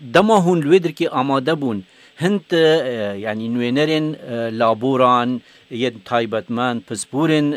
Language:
Kurdish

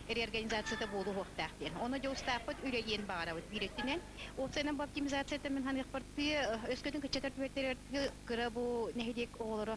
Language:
Yakut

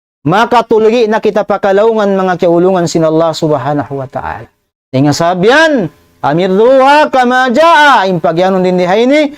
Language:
Tausug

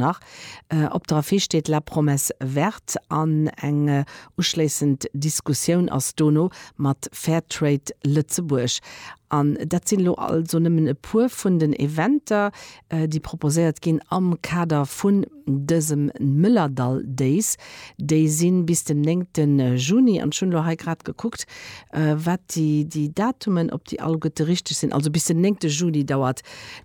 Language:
Luxembourgish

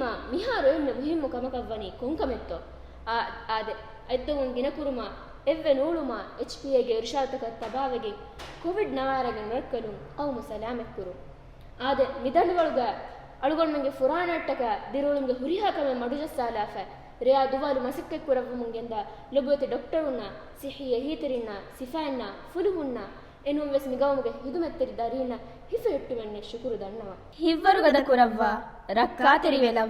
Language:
Divehi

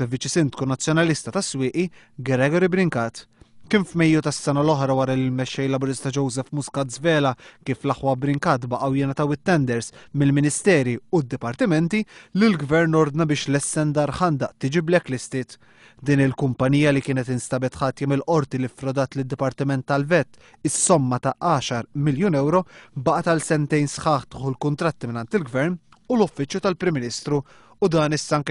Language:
Maltese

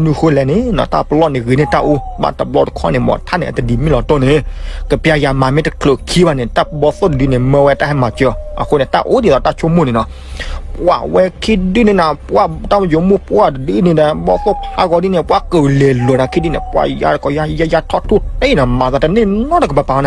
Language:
S'gaw Karen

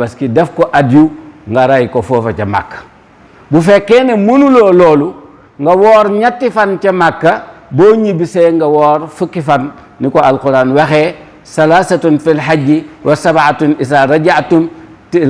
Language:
Wolof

